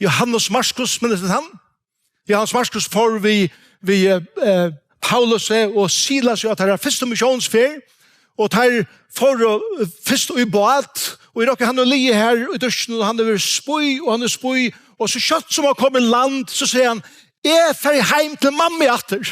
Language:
Faroese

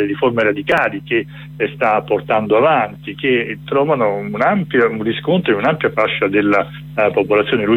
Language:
Italian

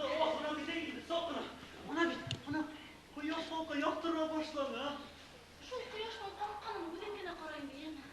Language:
Bashkir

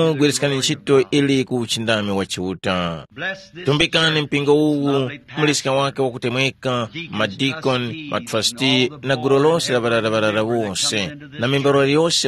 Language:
Tumbuka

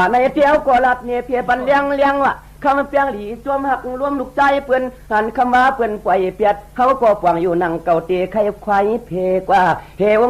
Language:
Shan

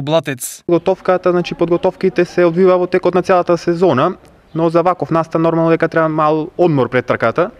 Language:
Macedonian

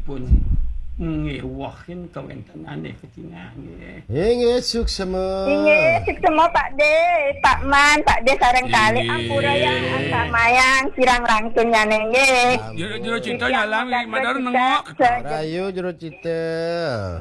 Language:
Balinese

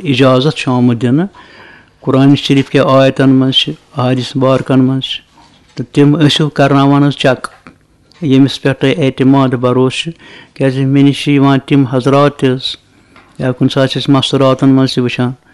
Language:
Kashmiri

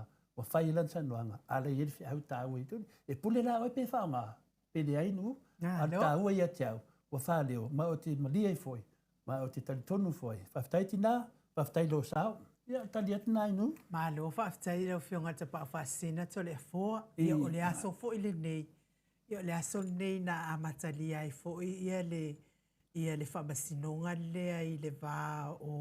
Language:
Samoan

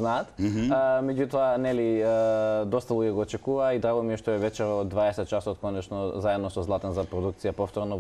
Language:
Macedonian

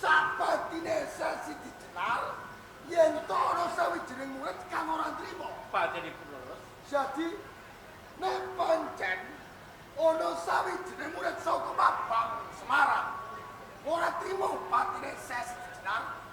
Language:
Javanese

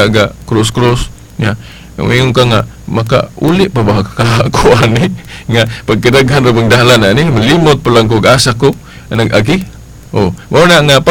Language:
Cebuano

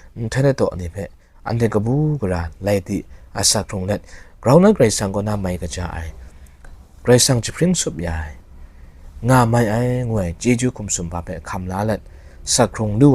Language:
Kachin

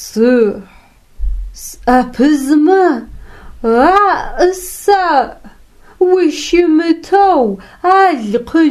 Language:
Adyghe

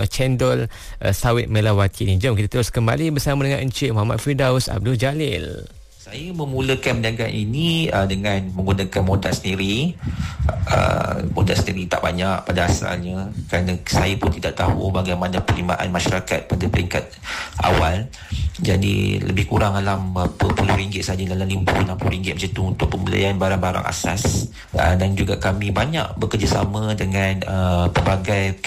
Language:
Malay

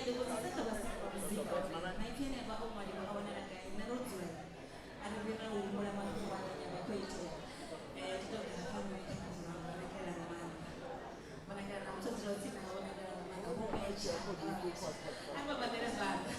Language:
Venda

